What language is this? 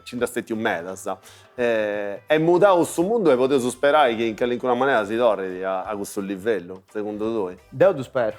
Sardinian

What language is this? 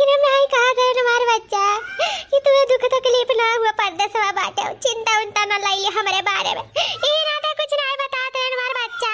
Awadhi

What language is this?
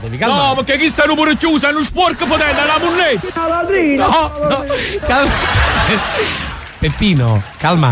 Neapolitan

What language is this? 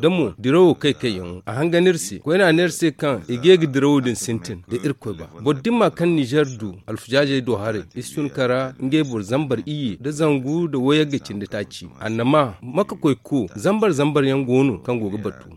Zarma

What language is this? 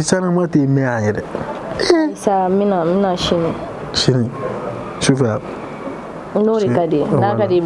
Bambara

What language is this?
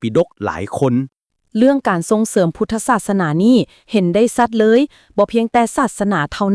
Lao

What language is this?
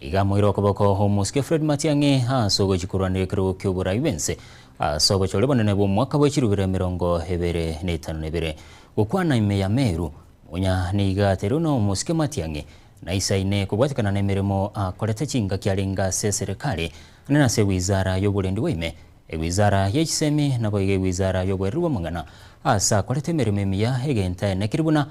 Gusii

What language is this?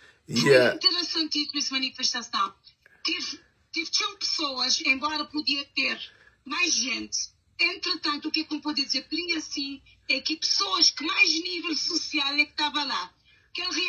Kabuverdianu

